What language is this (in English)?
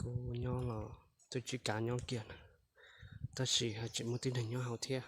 Hmong